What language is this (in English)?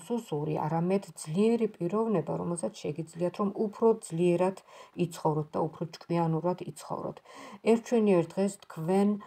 Georgian